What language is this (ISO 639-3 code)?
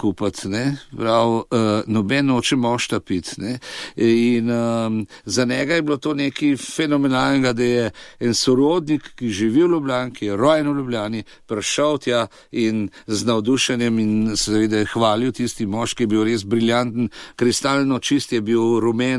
slv